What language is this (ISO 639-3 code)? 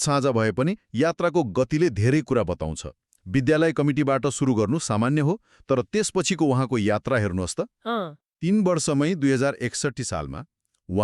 nep